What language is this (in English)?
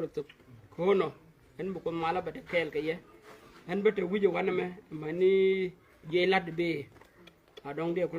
Nuer